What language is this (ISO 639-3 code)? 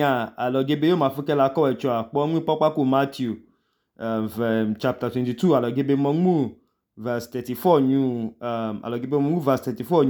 idu